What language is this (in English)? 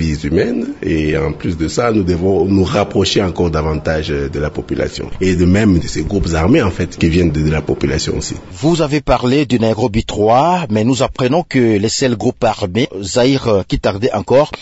French